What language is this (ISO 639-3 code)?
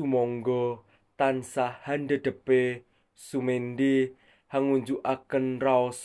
jav